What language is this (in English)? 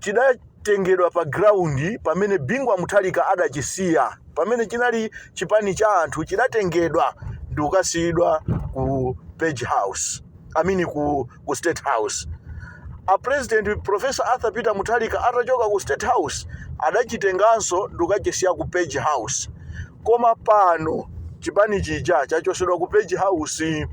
Nyanja